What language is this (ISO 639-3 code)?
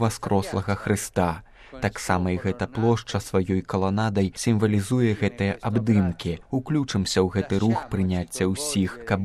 bel